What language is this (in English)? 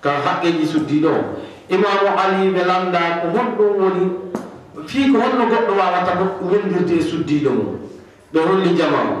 Fula